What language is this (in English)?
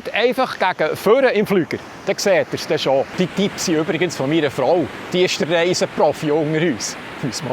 Swiss German